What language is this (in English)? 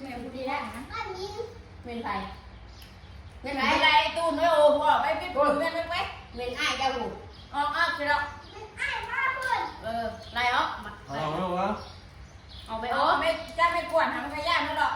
Northeastern Thai